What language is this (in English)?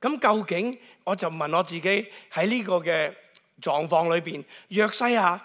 Cantonese